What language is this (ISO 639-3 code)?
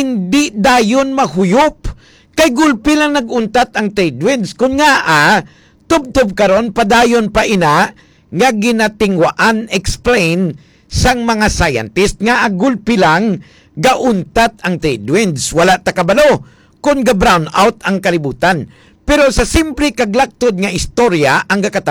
hil